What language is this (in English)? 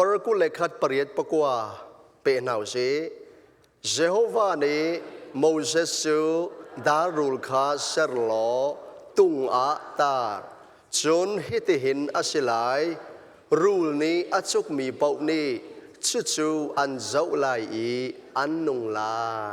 Hakha Chin